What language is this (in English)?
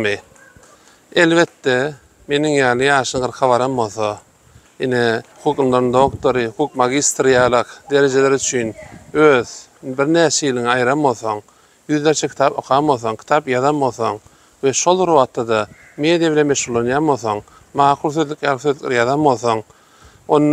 Turkmen